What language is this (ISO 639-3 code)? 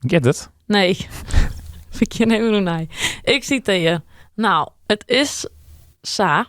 fry